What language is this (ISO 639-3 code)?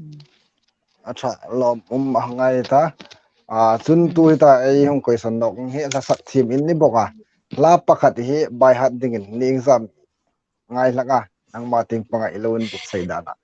hmr